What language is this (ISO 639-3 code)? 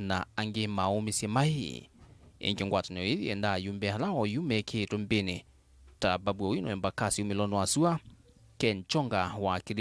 kam